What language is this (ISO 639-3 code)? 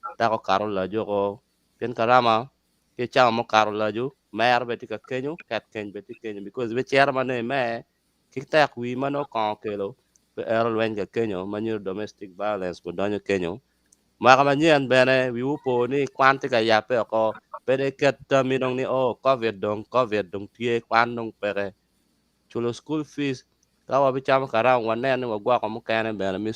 ach